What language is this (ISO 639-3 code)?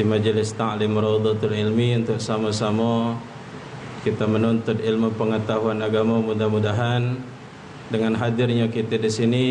mui